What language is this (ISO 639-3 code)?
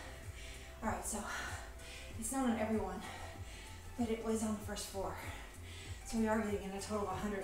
eng